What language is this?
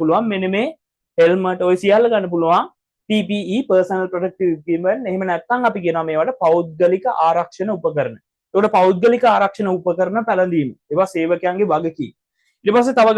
Sinhala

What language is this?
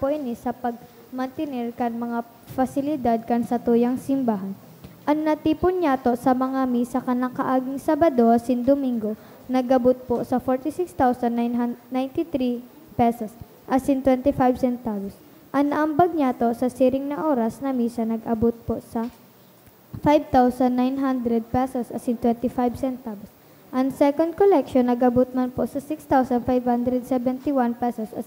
Bikol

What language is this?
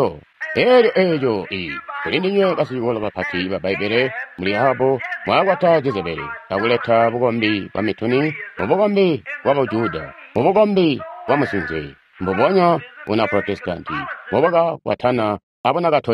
Tonga (Zambia)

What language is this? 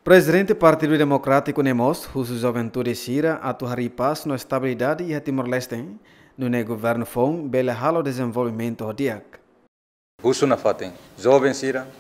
Tetum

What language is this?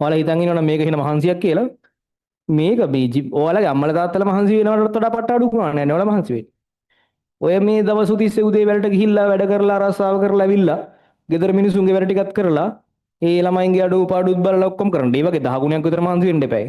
Sinhala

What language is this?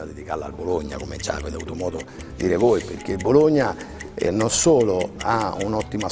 Italian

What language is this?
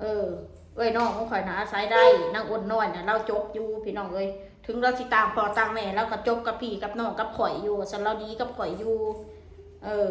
Northeastern Thai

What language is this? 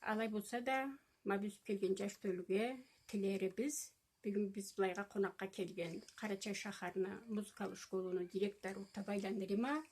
Karachay-Balkar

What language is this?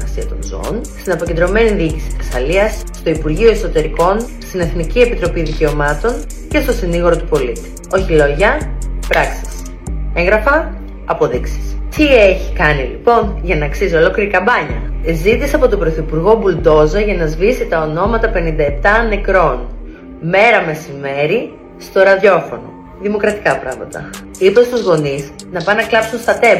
Greek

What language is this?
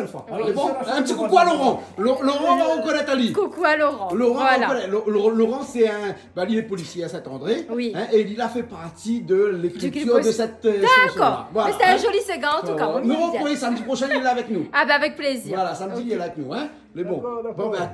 Réunion Creole French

